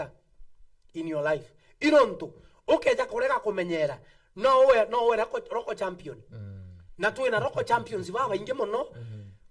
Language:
Meru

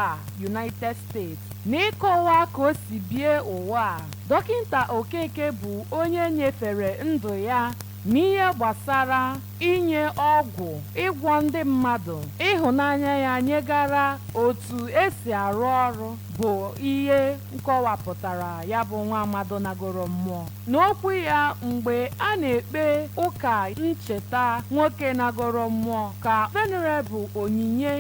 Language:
Igbo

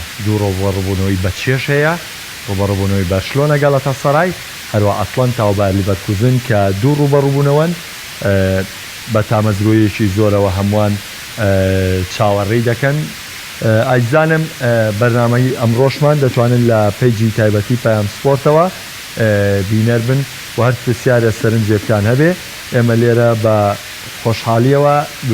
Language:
Central Kurdish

